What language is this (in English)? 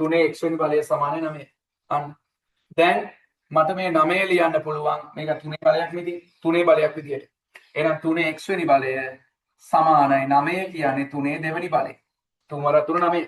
Sinhala